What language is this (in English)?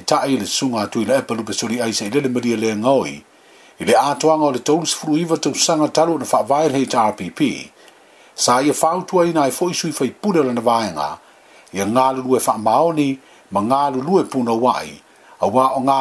Samoan